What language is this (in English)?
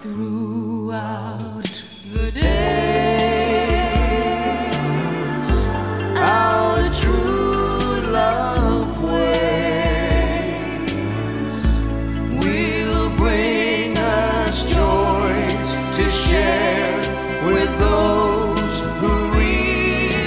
English